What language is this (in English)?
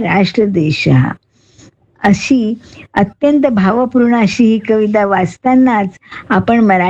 Marathi